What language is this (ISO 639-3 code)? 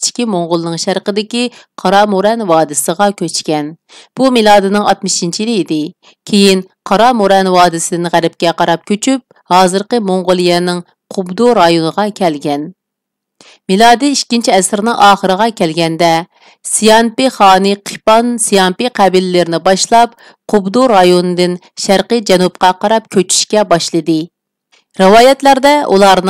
uig